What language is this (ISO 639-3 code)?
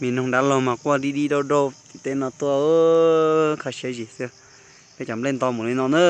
hmn